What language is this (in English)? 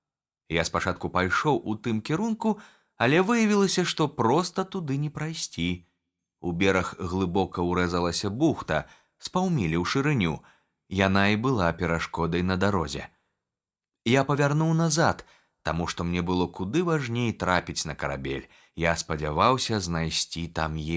Belarusian